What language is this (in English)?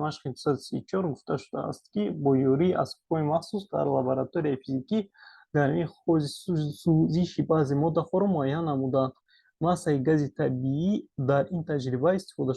Tajik